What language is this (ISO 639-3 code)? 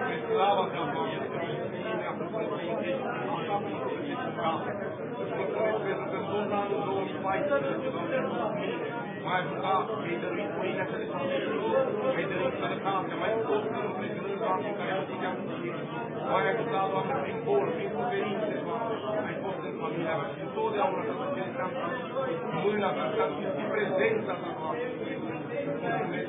ron